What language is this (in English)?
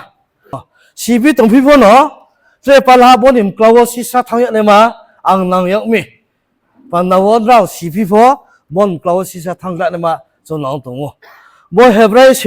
Riang (India)